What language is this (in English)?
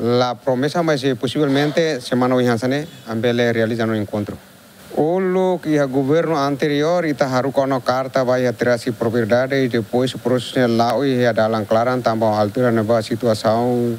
Tetum